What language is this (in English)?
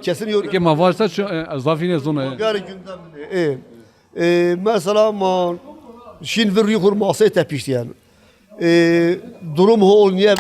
Zaza